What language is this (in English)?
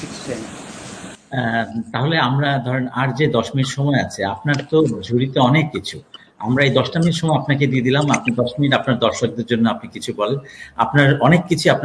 Bangla